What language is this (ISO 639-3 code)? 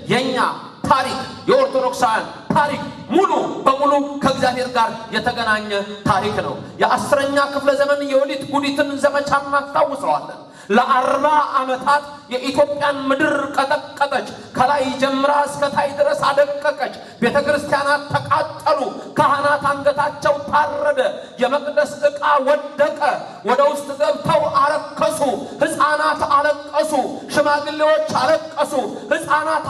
amh